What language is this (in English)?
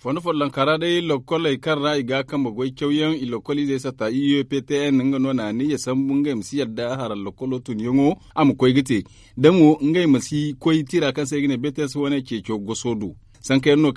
Zarma